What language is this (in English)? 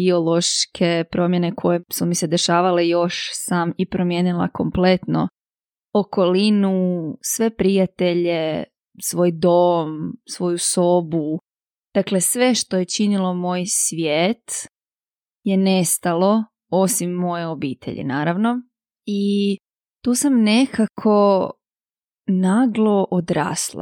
Croatian